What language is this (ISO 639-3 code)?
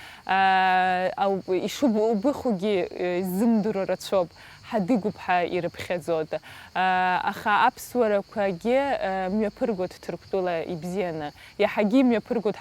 abk